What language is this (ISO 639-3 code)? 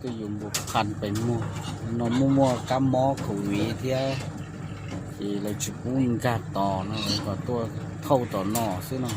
hmn